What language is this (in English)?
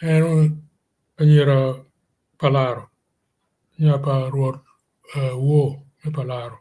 Acoli